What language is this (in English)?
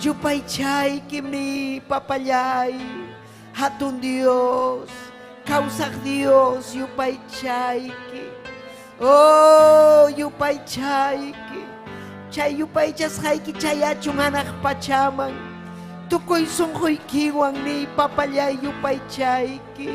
Ayacucho Quechua